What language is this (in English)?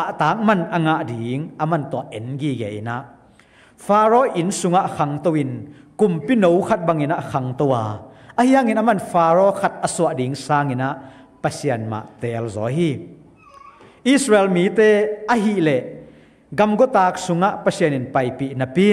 Tedim Chin